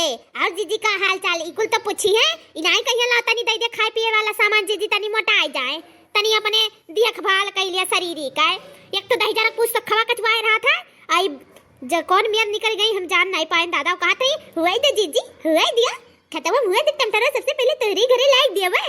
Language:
Awadhi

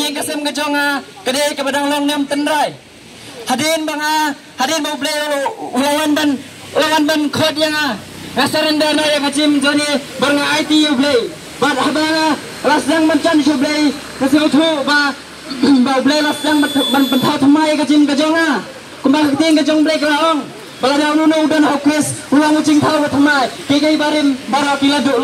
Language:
Khasi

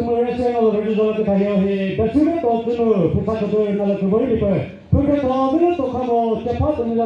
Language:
Chokri Naga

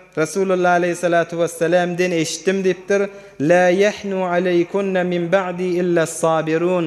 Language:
Turkmen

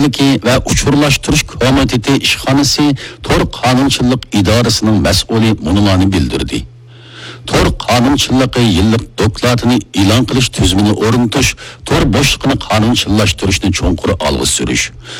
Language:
Uyghur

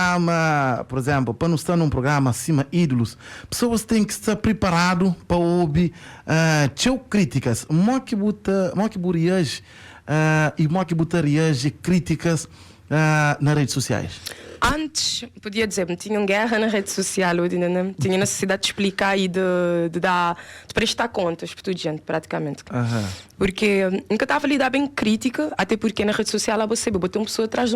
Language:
Kabuverdianu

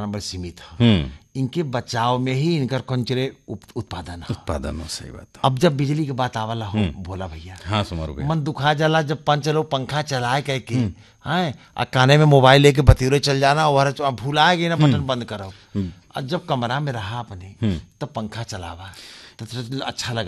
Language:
Bhojpuri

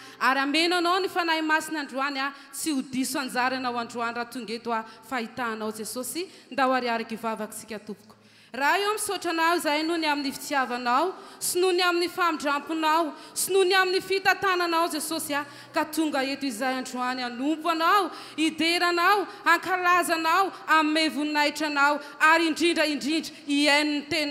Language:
Malagasy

